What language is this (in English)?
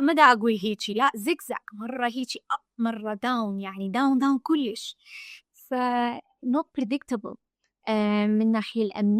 Mesopotamian Arabic